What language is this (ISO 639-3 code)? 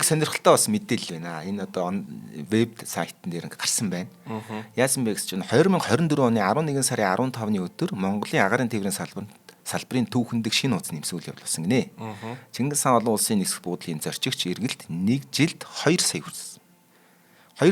mon